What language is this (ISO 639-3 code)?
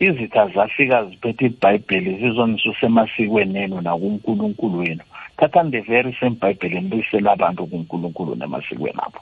nbl